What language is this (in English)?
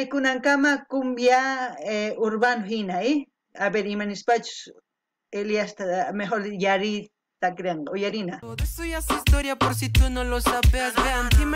South Bolivian Quechua